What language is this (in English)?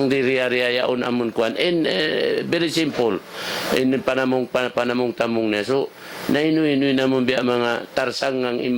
Tausug